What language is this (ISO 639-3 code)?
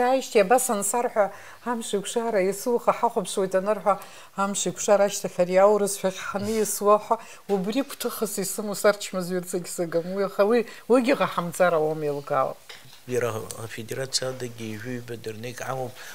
abk